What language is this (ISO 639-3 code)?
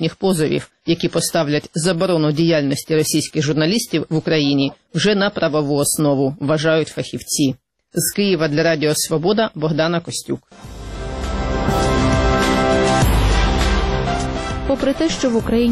ukr